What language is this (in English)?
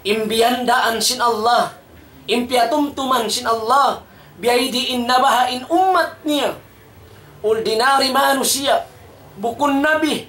Tausug